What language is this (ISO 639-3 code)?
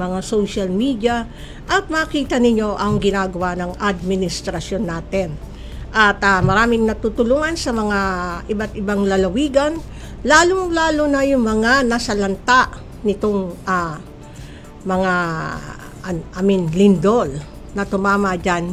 fil